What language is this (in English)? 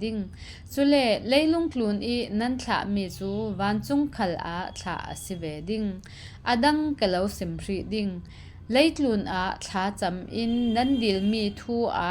Falam Chin